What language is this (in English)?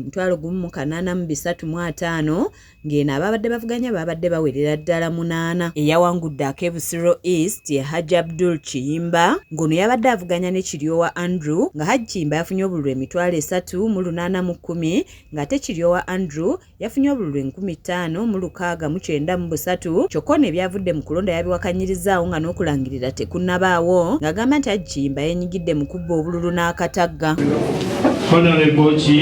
Ganda